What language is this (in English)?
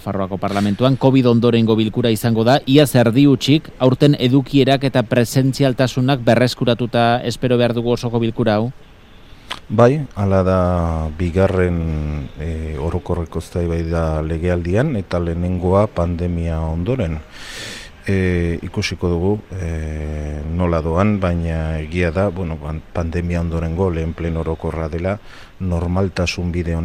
Basque